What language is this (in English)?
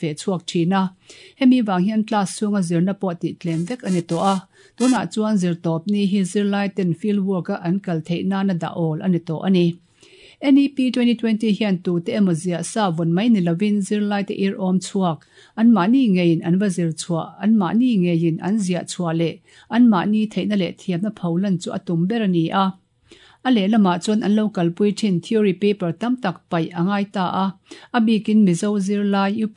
Mizo